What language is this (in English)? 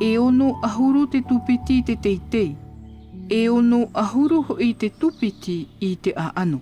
Tahitian